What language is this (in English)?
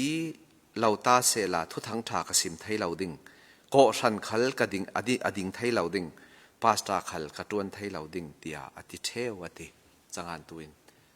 Falam Chin